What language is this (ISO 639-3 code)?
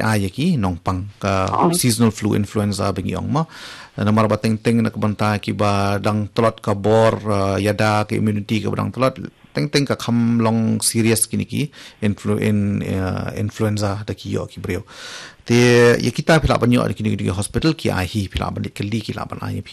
kha